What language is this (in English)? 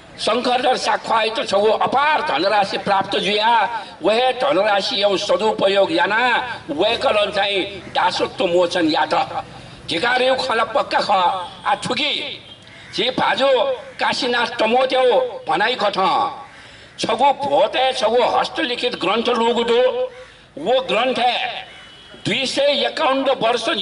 Newari